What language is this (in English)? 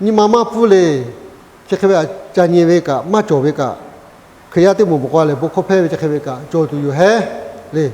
Lahu